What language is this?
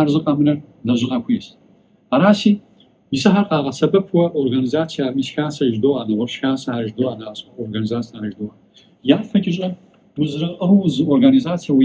Kabardian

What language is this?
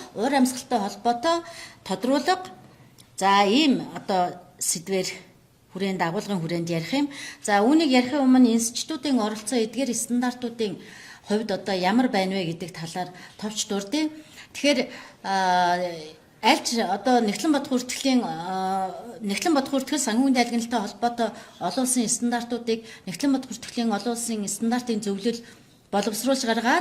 Mongolian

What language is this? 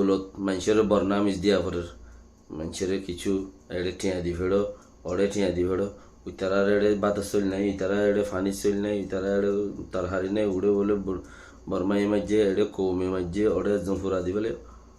Rohingya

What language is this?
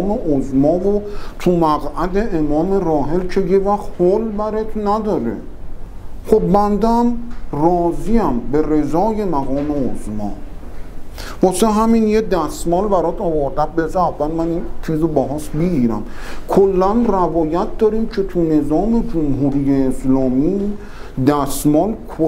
Persian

